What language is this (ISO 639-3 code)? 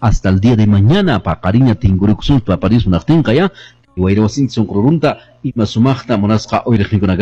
que